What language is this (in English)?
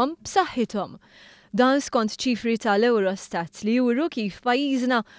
Maltese